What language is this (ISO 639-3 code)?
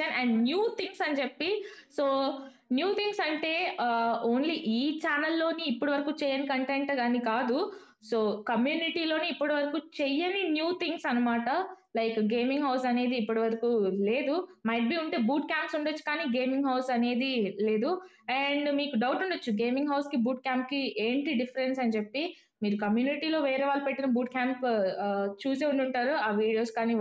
tel